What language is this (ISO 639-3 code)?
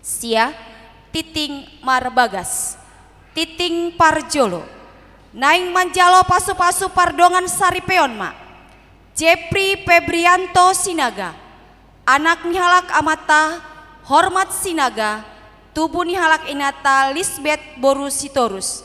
bbc